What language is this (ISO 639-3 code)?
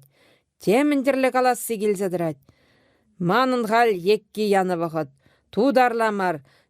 chv